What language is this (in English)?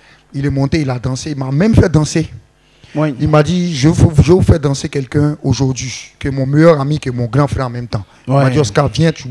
French